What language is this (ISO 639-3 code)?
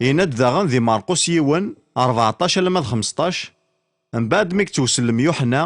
kab